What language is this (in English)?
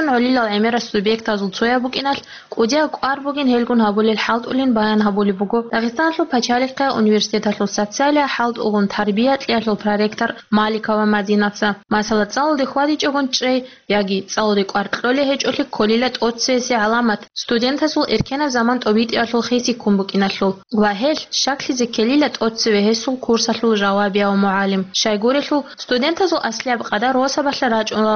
Avaric